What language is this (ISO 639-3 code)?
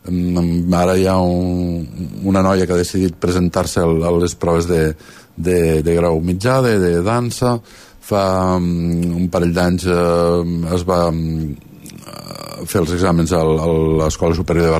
cat